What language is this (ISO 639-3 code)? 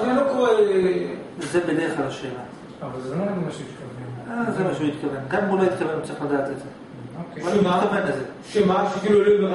heb